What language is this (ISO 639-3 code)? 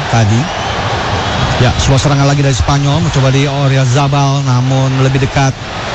ind